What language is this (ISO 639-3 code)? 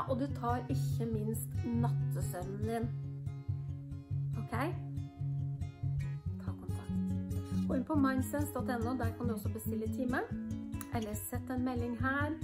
nor